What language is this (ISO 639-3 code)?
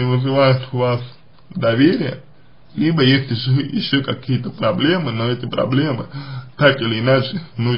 rus